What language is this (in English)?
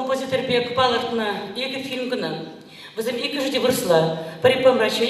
Chuvash